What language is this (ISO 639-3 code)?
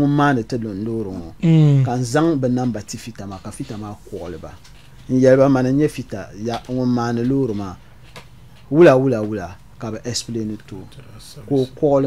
dag